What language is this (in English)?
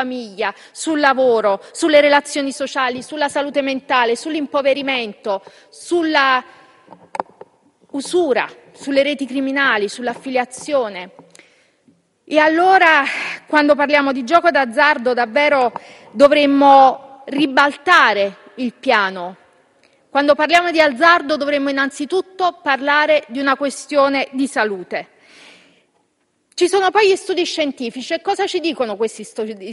Italian